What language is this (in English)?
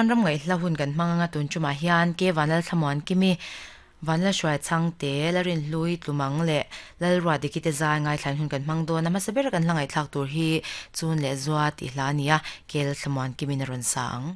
Mizo